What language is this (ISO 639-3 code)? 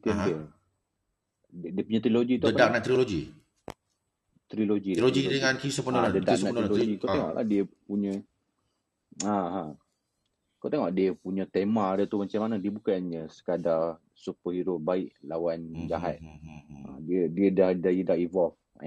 msa